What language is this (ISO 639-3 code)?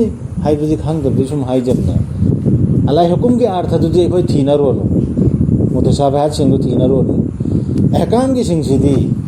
mni